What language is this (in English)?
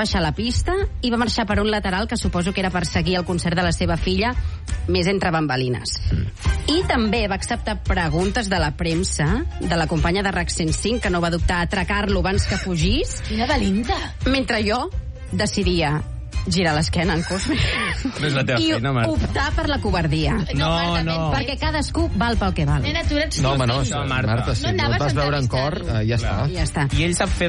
Catalan